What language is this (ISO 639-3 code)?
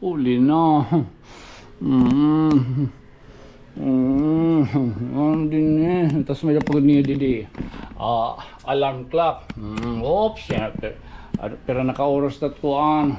war